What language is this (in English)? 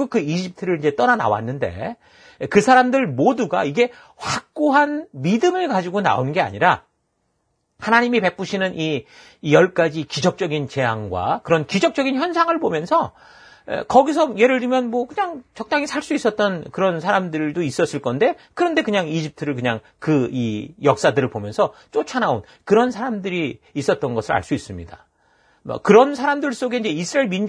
Korean